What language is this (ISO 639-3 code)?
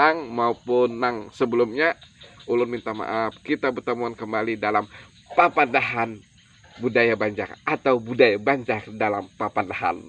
bjn